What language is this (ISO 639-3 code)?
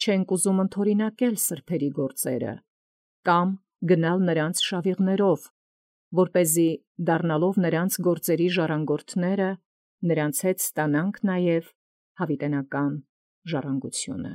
hye